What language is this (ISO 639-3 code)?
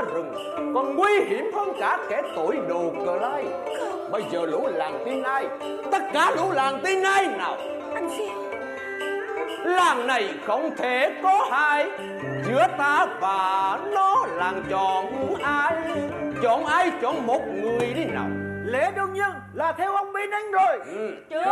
vie